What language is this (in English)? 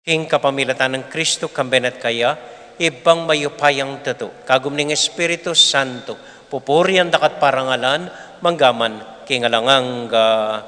Pampanga